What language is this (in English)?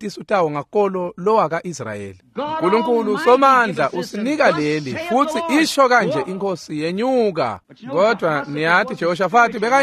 Swati